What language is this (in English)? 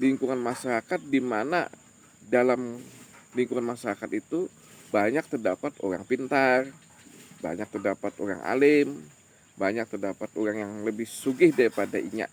Banjar